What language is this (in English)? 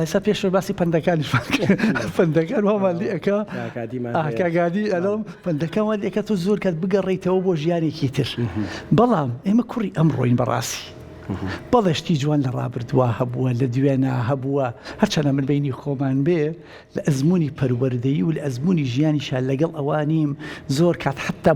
Central Kurdish